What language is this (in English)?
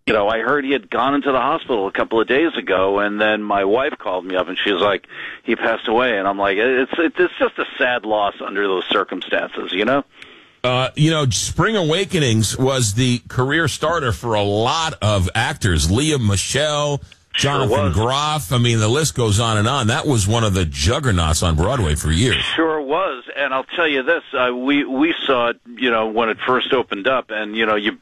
English